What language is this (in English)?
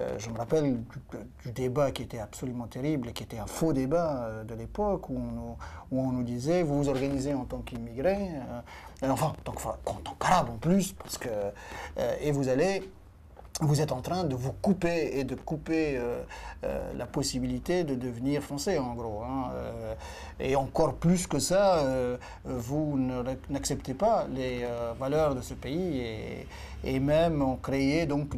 French